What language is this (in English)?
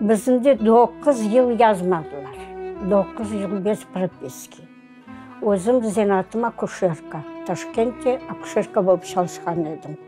Crimean Tatar